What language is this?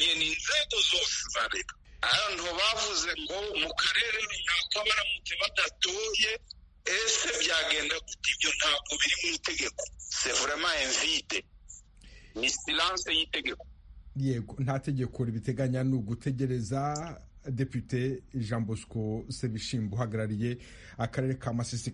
Kinyarwanda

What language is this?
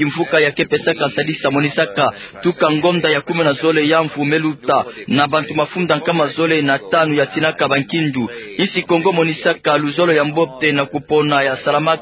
Kituba (Democratic Republic of Congo)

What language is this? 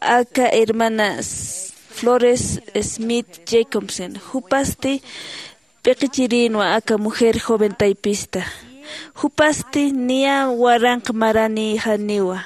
Aymara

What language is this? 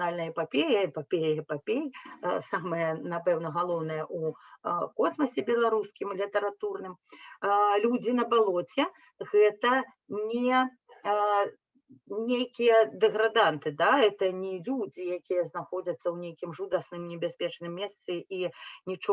Belarusian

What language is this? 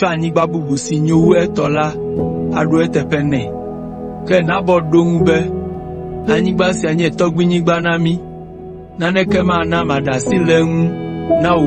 Ewe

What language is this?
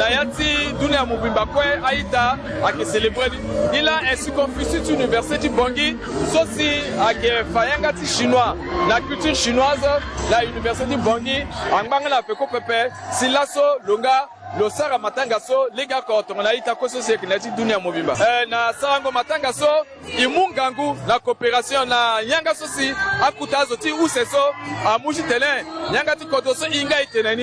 Sango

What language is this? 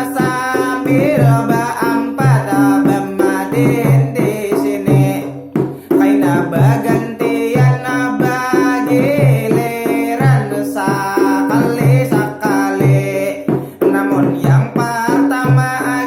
Banjar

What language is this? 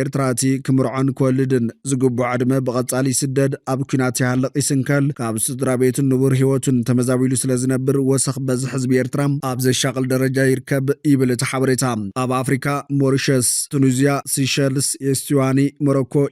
Tigrinya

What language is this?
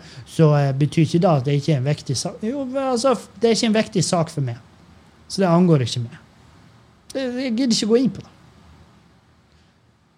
Norwegian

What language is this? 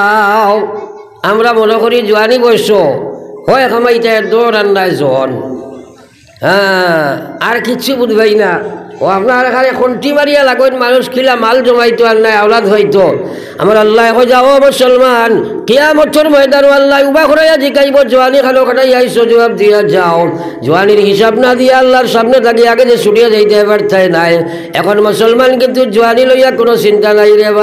Sylheti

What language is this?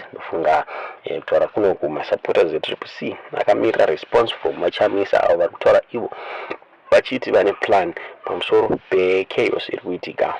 Shona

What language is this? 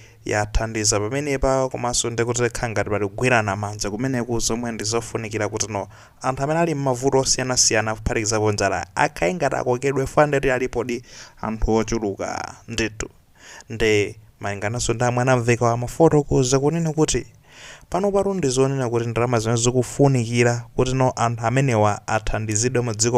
Nyanja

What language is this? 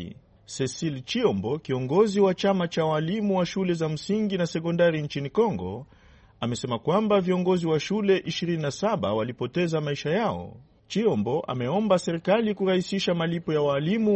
Swahili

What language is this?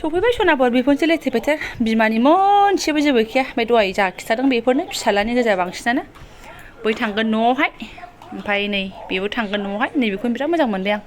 Bodo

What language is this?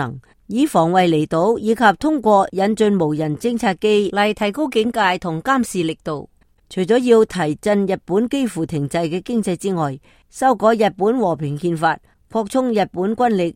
Cantonese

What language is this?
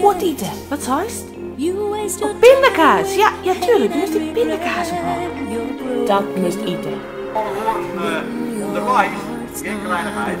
Western Frisian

